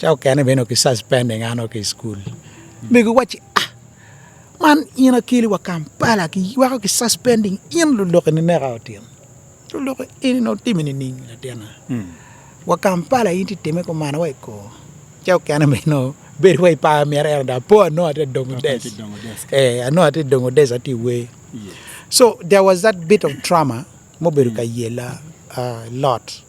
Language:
Acoli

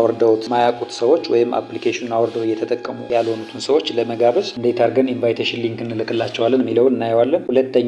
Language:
Amharic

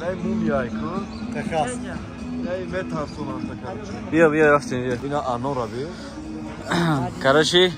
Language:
Tajik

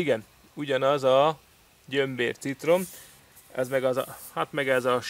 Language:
Hungarian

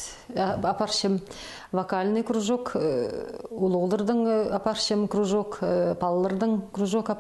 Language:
Khakas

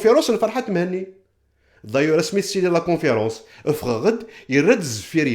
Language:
Kabyle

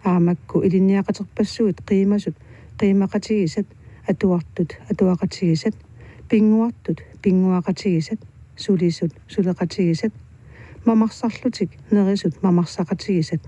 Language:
Kalaallisut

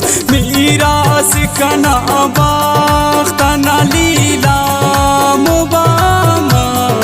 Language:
Brahui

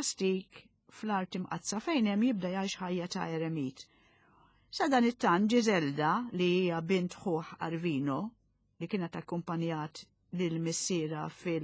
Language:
Maltese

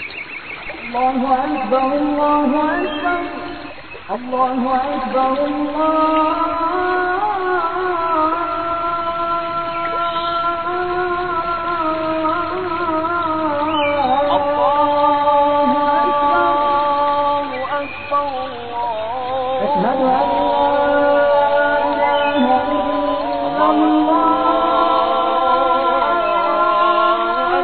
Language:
Bosnian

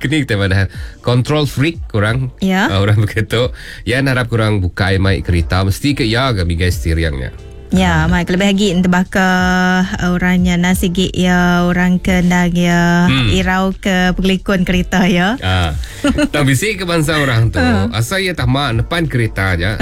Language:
Iban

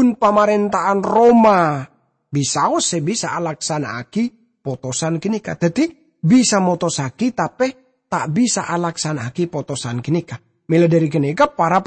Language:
Madurese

